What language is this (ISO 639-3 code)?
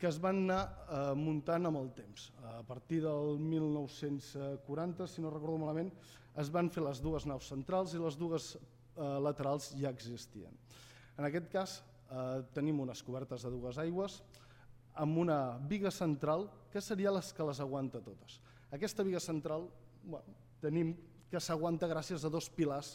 cat